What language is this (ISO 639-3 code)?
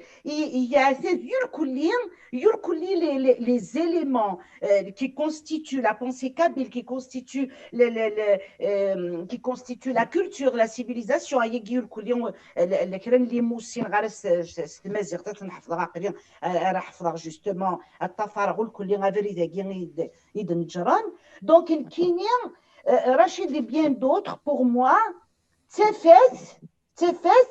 kab